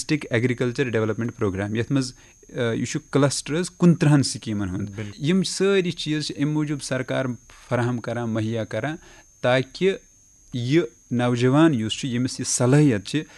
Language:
Kashmiri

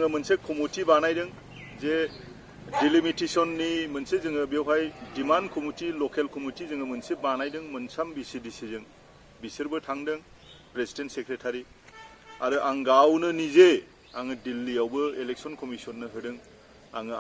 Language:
Bodo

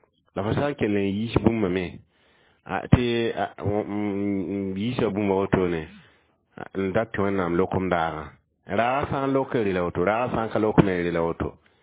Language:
Mossi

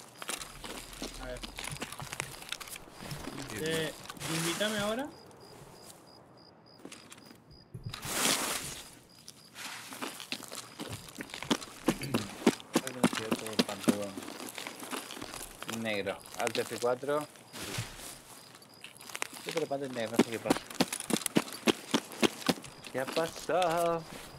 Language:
Spanish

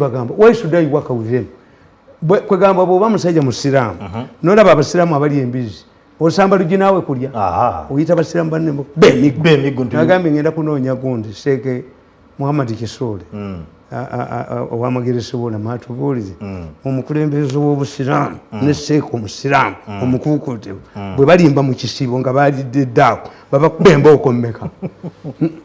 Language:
Ganda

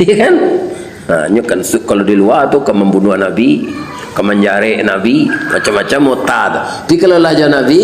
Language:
Minangkabau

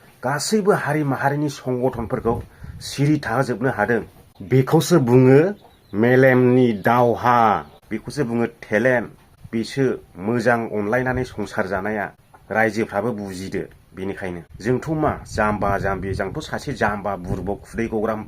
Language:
Bodo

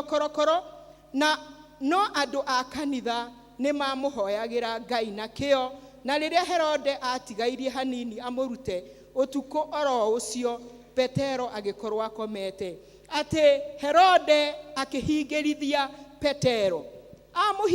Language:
Kikuyu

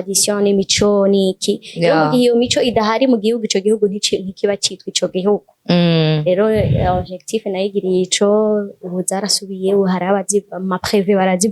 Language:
Rundi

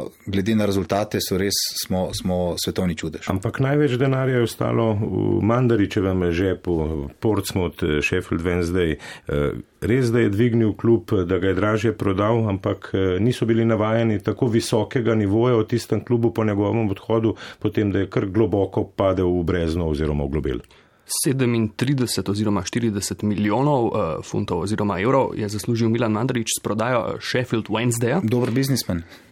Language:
Slovenian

